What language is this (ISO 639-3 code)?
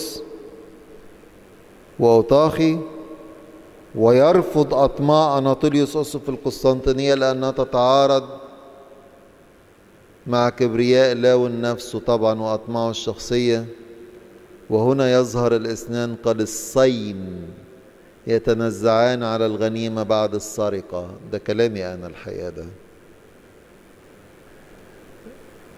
arz